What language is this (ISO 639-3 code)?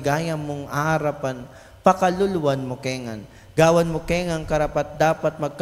pam